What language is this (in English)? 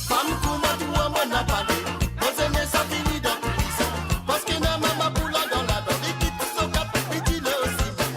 Morisyen